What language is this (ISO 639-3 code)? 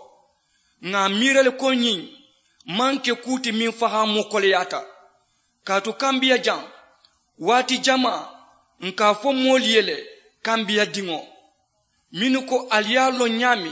man